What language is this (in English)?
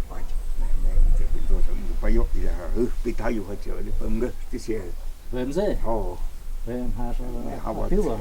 Totontepec Mixe